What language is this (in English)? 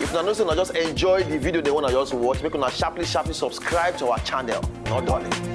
Nigerian Pidgin